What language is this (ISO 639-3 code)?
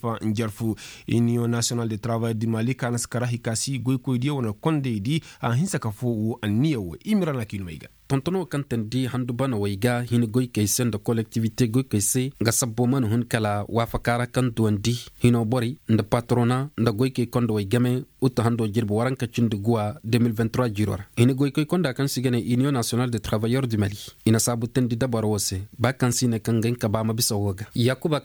ses